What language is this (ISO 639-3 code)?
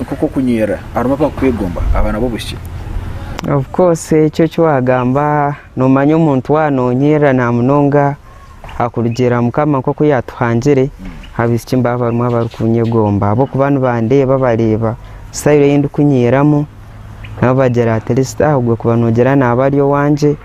nyn